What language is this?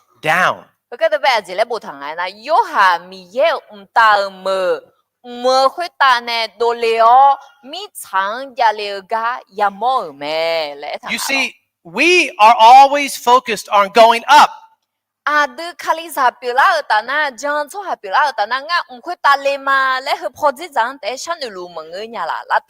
Akha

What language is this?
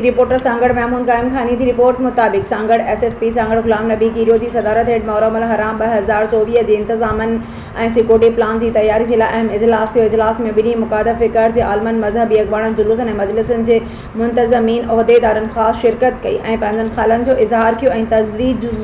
Sindhi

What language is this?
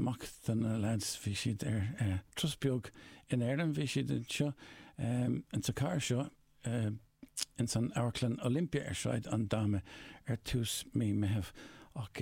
Irish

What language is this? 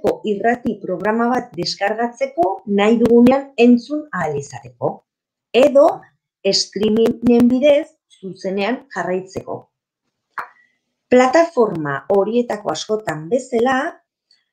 Basque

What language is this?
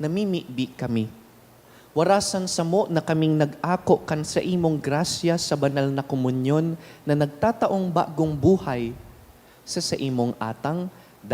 Bikol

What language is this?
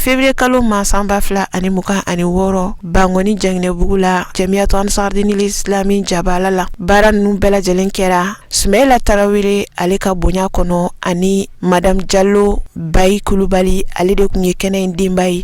Bambara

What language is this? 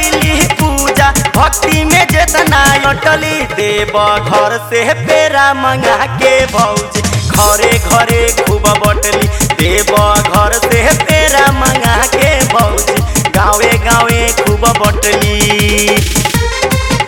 Bhojpuri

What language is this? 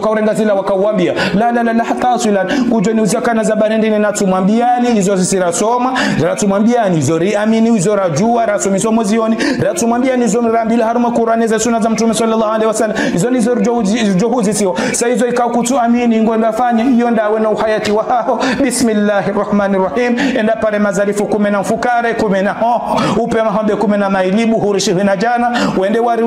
Ngazidja Comorian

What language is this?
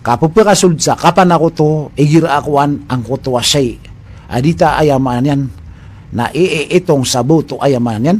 Maranao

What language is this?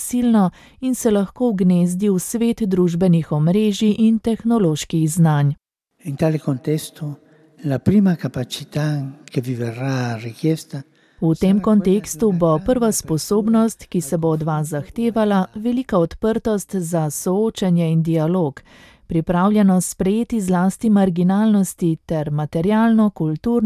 Slovenian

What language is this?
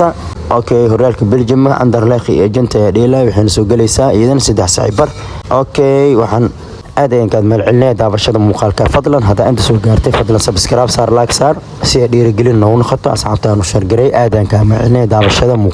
Somali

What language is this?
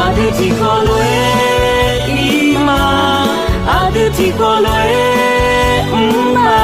Akha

